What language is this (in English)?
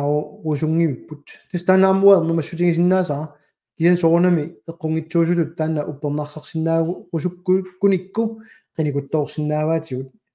Kalaallisut